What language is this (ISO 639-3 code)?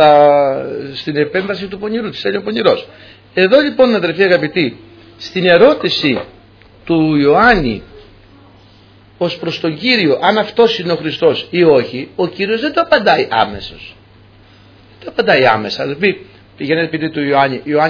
ell